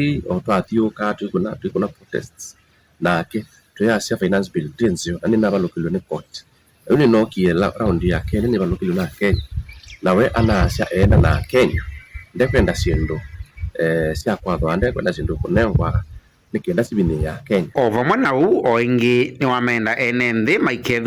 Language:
Kamba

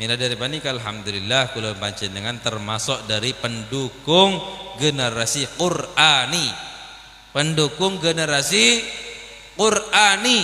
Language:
Madurese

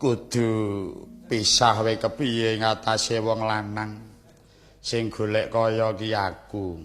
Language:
Javanese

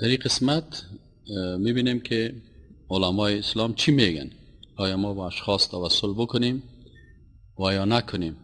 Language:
Persian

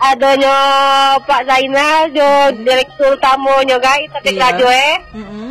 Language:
Minangkabau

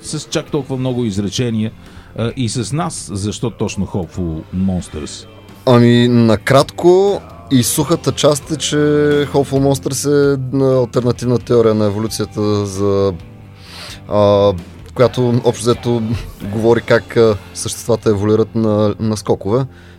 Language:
Bulgarian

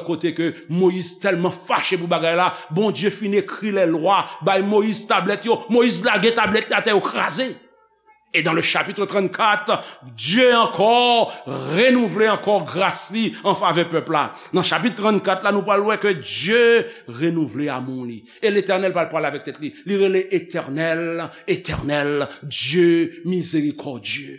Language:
Haitian Creole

